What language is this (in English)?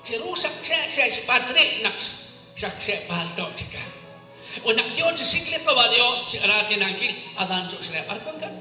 Kekchí